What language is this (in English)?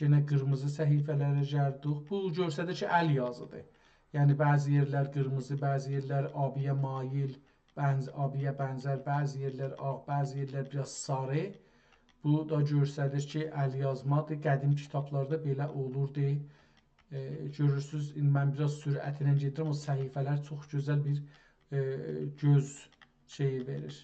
South Azerbaijani